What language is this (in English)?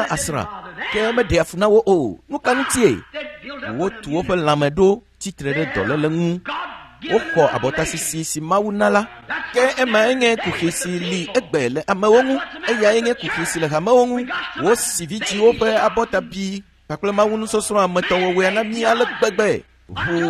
Ewe